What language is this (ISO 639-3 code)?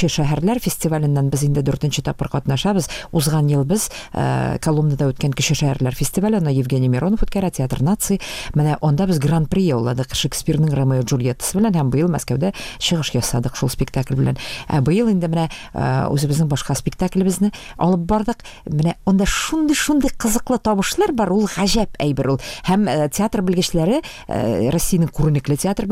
tat